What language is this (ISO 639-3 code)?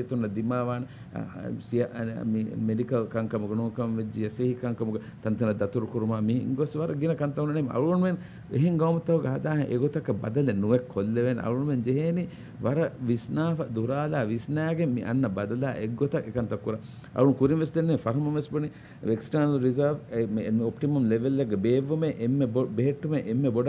div